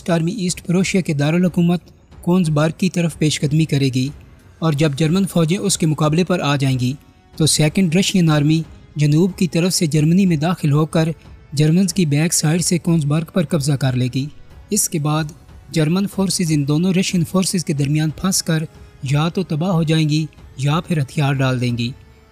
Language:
Urdu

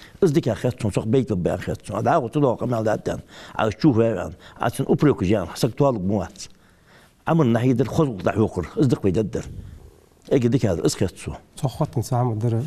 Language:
Ingush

